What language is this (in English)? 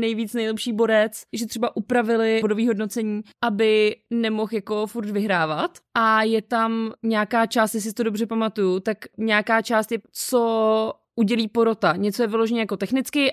Czech